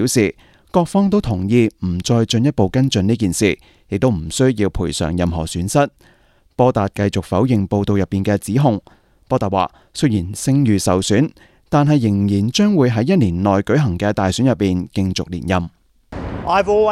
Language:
Cantonese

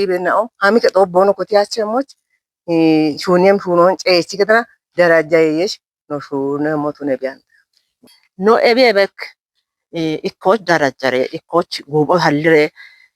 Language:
Kafa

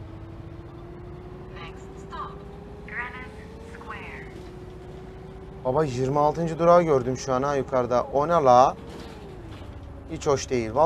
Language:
Turkish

